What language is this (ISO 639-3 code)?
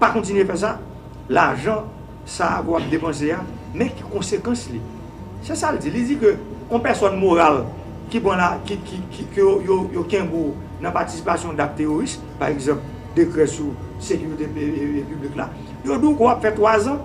hat